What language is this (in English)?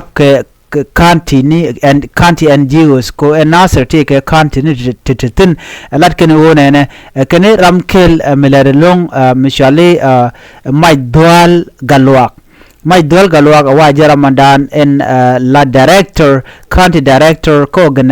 Nuer